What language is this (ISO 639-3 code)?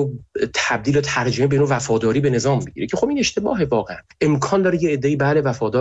fas